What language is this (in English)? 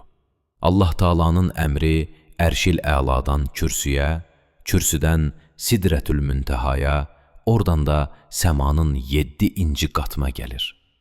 Azerbaijani